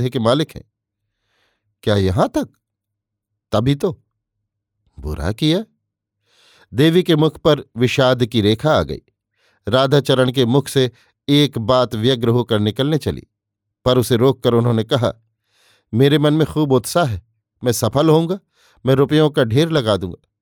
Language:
Hindi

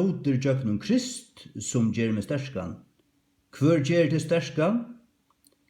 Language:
Faroese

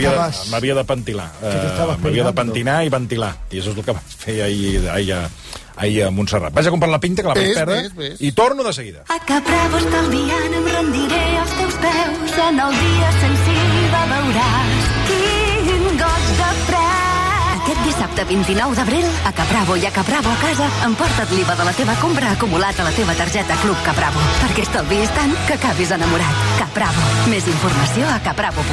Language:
Catalan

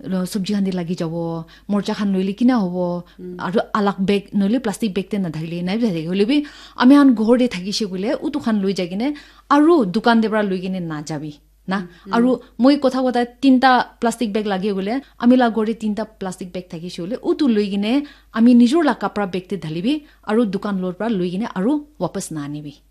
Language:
Naga Pidgin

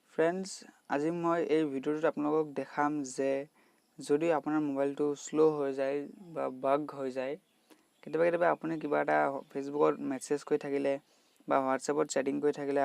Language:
Assamese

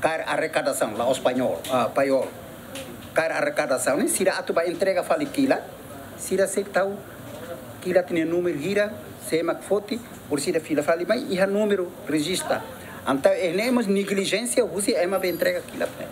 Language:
Tetum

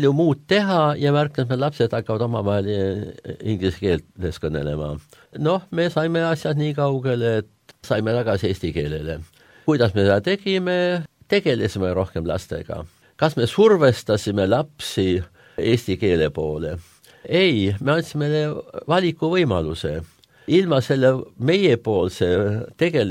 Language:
Estonian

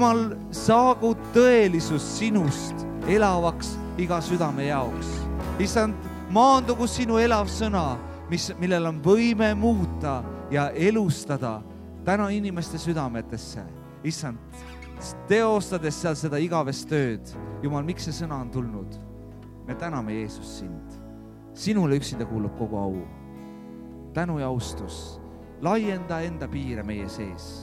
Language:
Estonian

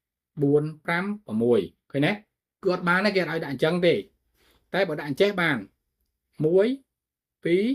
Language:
Khmer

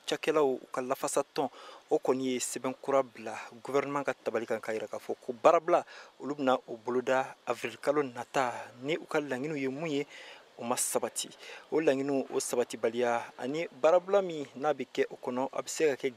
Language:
Bambara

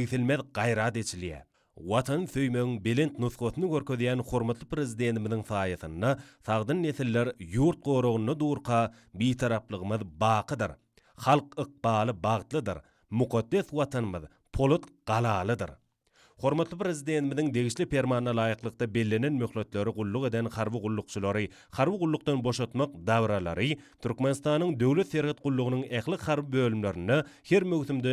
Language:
Turkmen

